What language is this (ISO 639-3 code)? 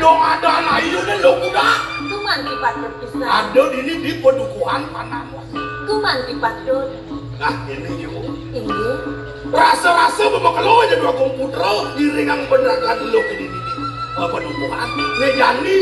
ban